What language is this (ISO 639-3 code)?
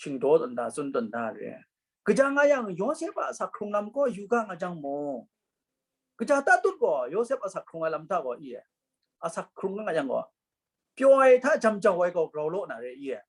kac